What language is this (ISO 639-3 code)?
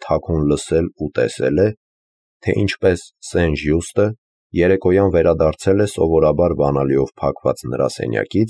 hye